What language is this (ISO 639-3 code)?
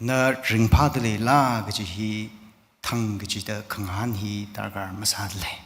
nmf